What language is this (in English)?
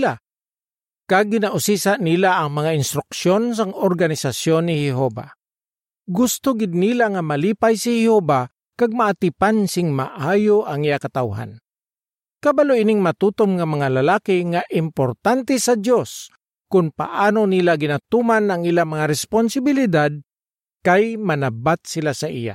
Hiligaynon